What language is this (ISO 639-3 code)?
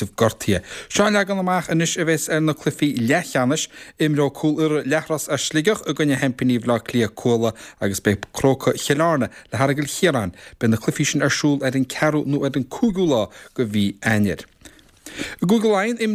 gle